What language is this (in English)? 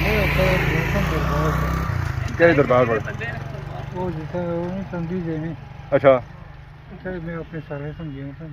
Pahari-Potwari